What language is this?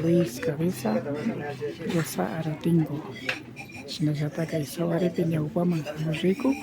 Imbabura Highland Quichua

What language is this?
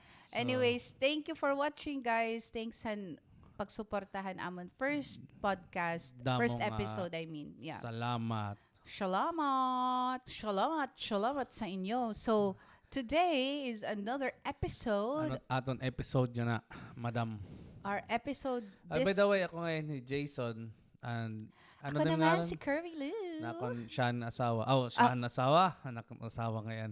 Waray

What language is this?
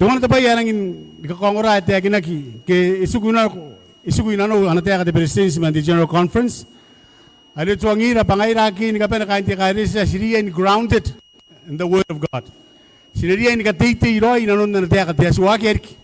Gilbertese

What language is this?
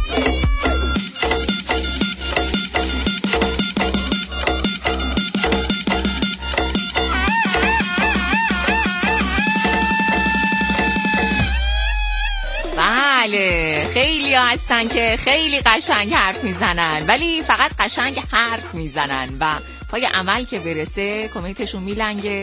Persian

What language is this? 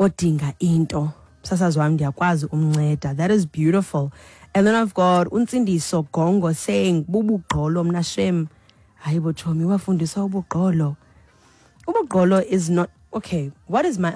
Xhosa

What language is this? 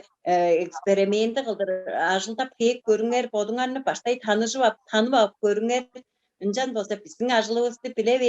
Tuvinian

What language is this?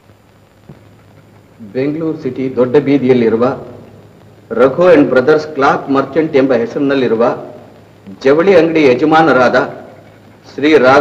Kannada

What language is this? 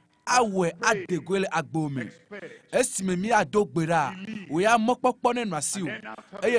Ewe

